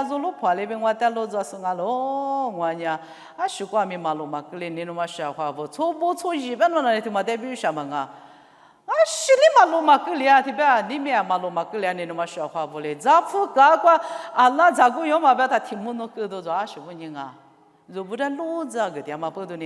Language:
Lisu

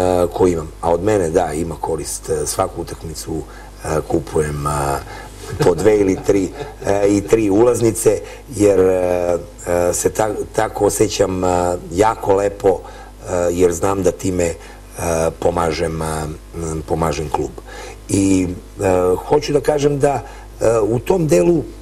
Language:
Serbian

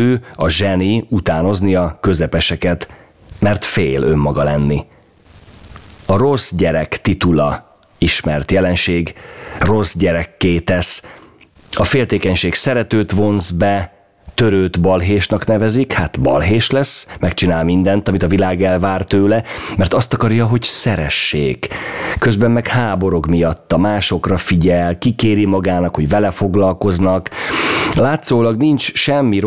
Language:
Hungarian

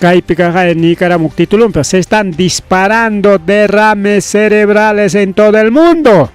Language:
Ayacucho Quechua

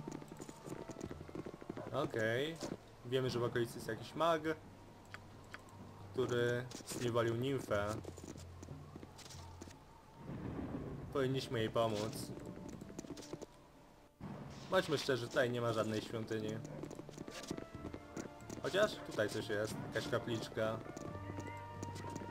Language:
Polish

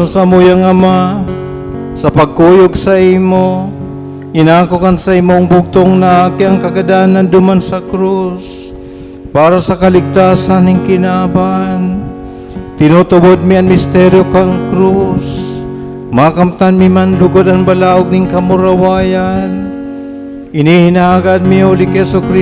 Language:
Bikol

